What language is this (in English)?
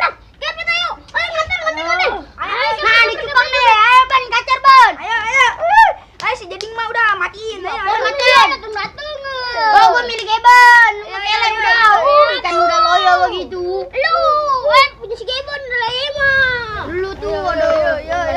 Betawi